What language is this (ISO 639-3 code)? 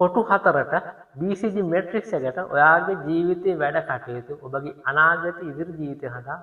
sin